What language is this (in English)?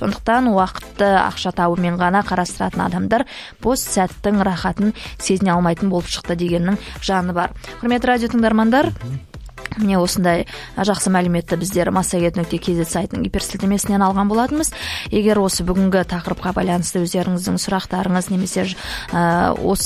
Kazakh